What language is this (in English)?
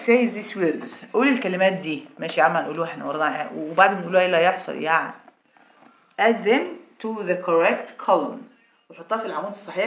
Egyptian Arabic